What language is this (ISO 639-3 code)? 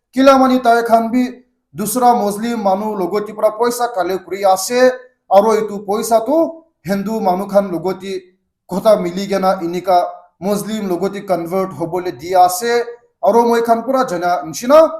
nag